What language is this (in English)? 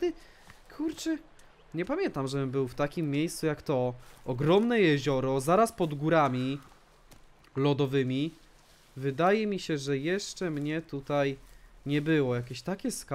Polish